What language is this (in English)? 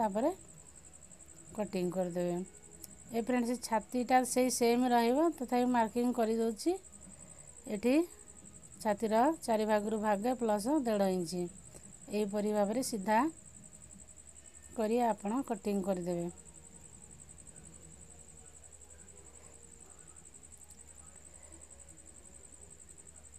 Odia